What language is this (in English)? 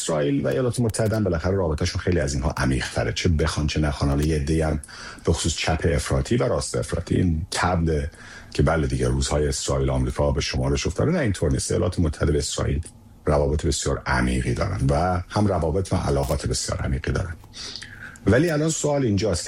Persian